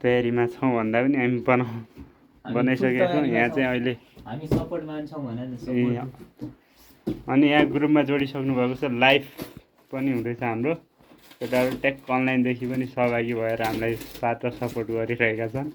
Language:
Nepali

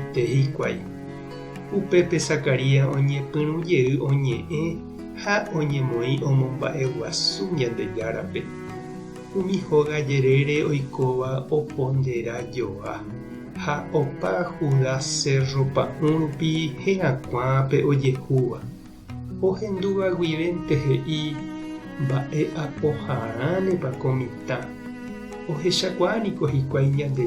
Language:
Guarani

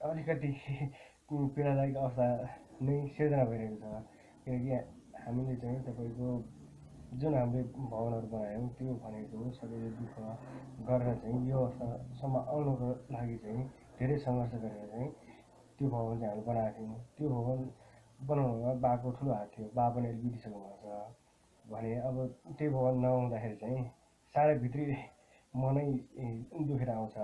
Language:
Nepali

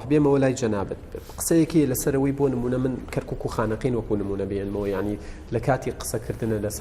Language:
Central Kurdish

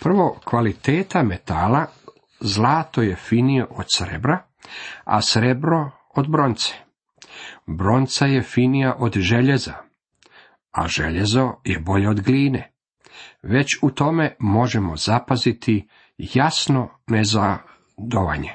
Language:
Croatian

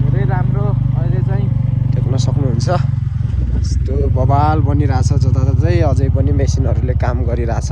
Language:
Nepali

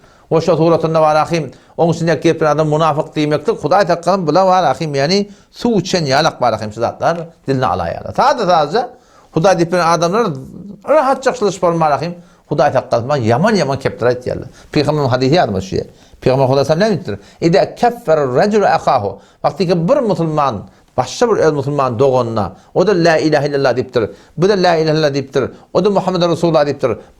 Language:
Turkmen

